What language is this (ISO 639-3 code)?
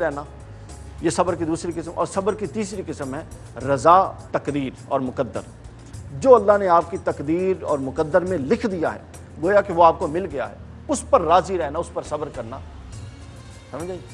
urd